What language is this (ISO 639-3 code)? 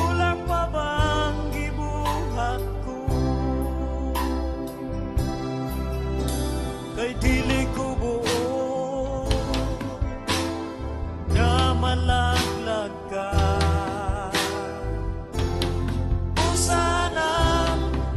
ceb